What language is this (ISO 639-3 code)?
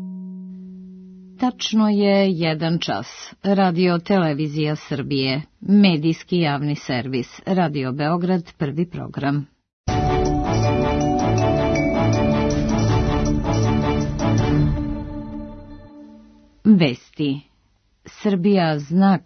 srp